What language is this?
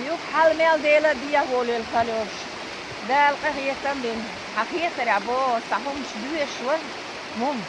Chechen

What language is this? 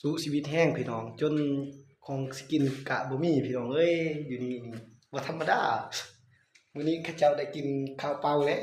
Lao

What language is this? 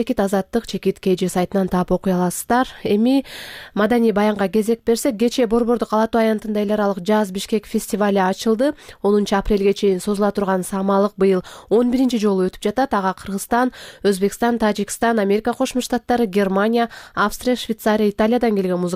Kyrgyz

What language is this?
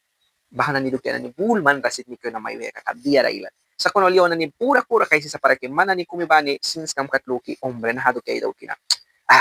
Mískito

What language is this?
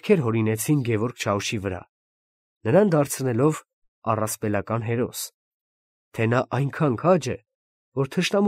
Armenian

